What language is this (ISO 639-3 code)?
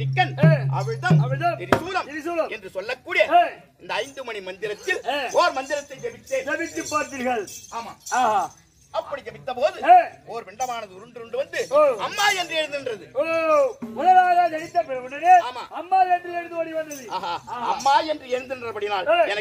tam